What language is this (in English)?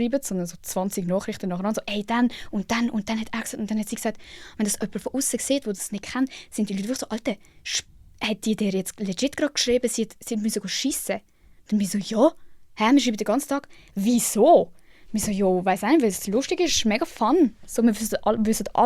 Swiss German